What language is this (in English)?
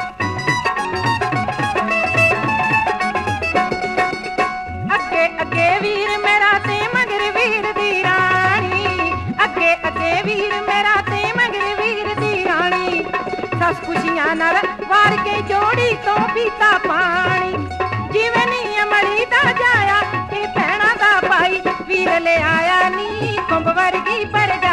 Punjabi